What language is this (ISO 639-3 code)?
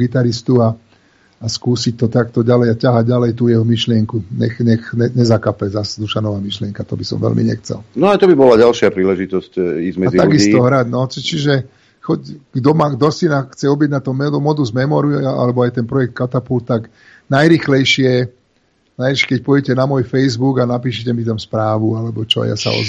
slk